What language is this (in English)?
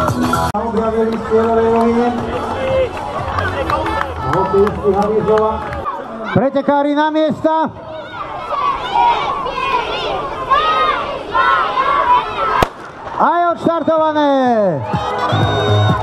Slovak